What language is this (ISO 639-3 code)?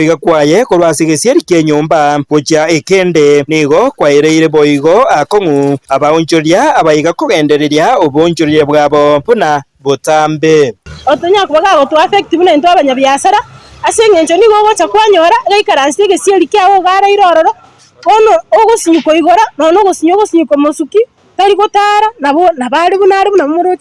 guz